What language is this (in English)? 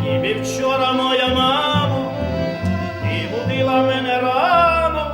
Rusyn